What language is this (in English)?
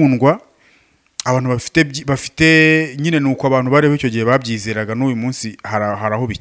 Kinyarwanda